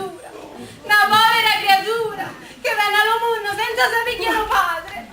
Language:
Neapolitan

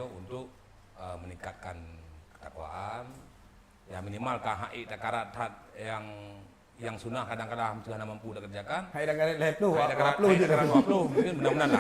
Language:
Achinese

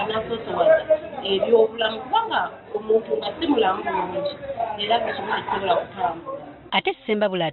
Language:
Ganda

